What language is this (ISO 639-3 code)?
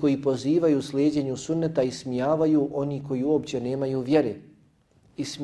bos